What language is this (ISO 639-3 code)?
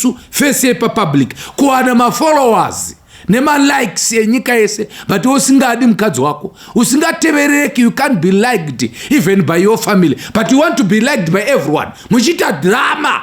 sna